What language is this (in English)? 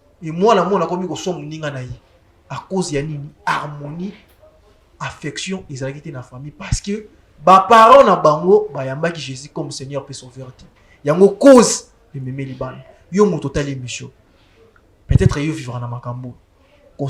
Lingala